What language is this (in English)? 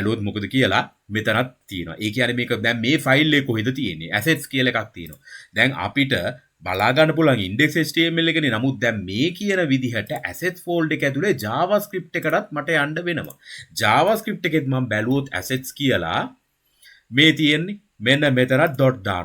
Sinhala